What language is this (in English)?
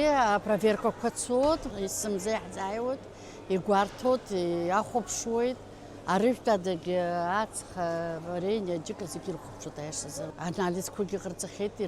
Abkhazian